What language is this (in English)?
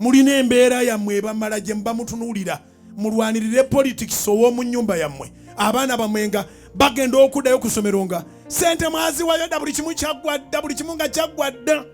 Ganda